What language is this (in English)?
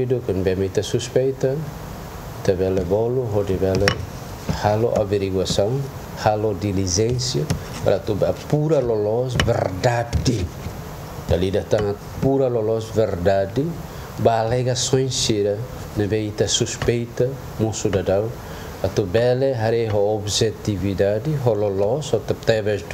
Tetum